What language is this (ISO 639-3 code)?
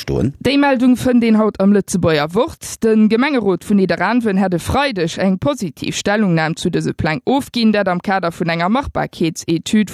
ltz